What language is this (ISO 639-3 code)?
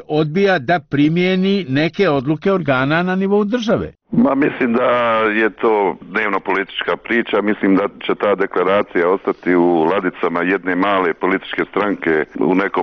bos